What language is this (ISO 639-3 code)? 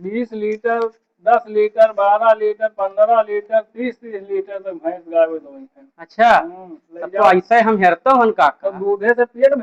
awa